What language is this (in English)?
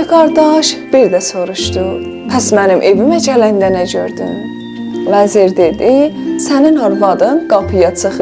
South Azerbaijani